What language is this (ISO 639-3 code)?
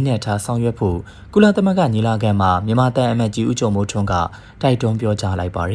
mya